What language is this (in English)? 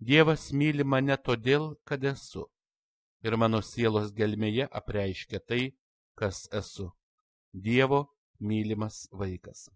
Lithuanian